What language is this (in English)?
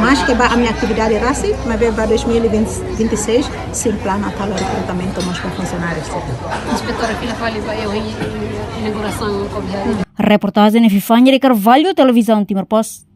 Tetum